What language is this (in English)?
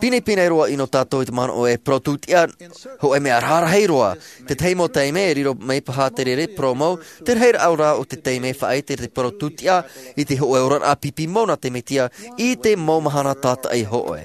Tahitian